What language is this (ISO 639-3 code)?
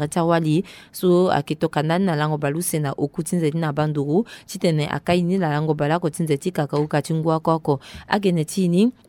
sag